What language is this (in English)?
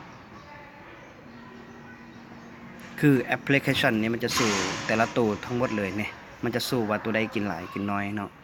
Lao